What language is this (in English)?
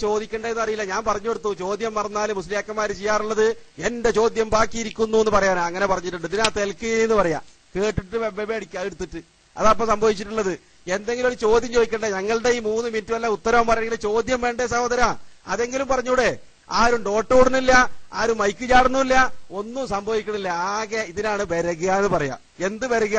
Malayalam